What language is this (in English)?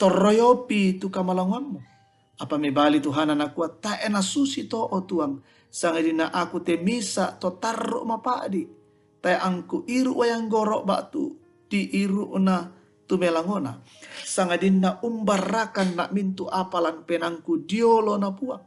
Toraja-Sa'dan